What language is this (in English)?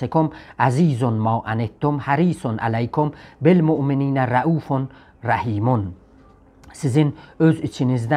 South Azerbaijani